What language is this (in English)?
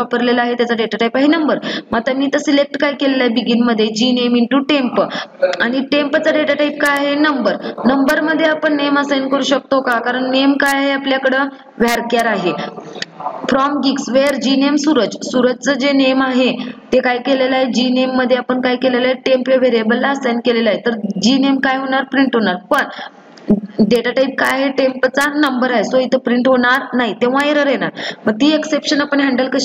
Marathi